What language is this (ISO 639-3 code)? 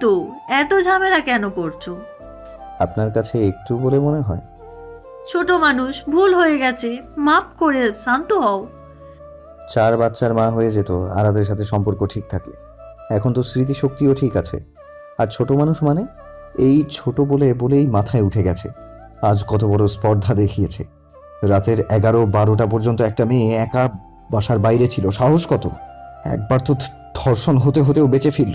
ben